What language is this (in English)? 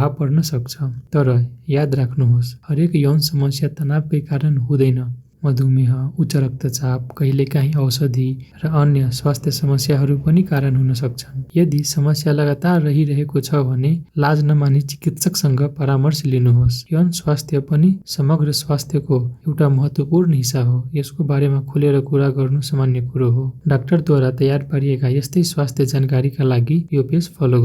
Nepali